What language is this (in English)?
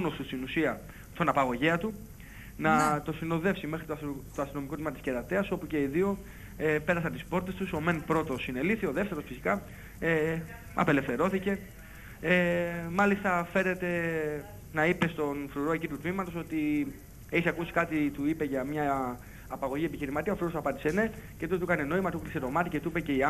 Greek